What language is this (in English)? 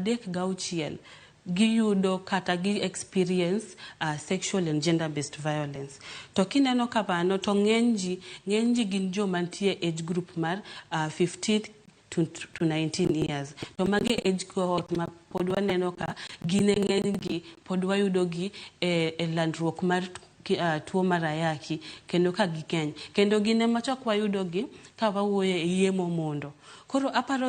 Luo (Kenya and Tanzania)